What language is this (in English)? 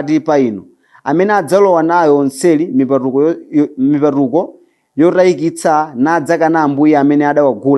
Nyanja